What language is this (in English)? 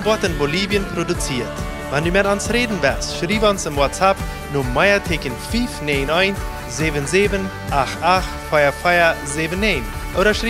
Plautdietsch